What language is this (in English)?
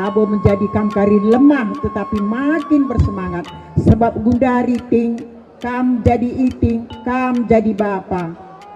Batak Karo